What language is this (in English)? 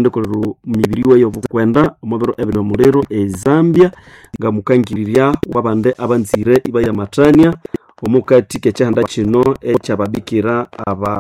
Nande